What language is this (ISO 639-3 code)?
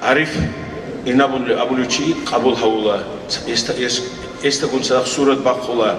ava